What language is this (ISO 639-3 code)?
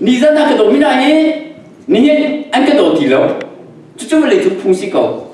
cnh